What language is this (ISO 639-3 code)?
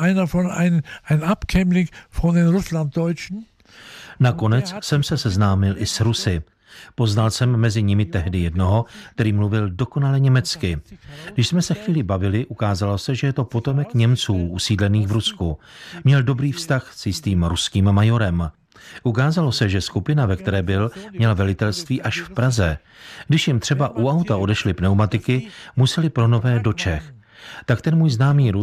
ces